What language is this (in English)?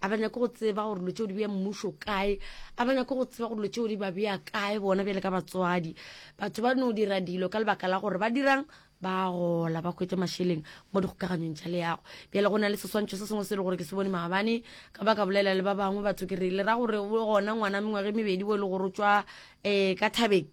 Northern Sotho